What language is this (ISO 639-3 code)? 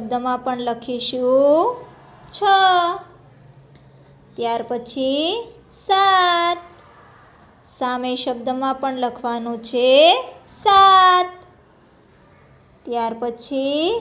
guj